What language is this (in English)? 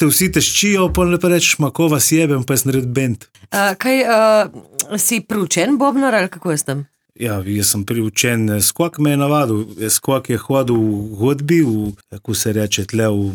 Slovenian